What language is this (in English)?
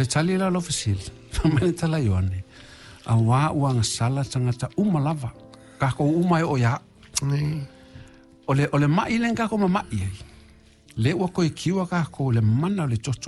Samoan